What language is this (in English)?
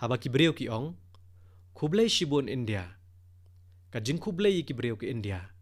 Khasi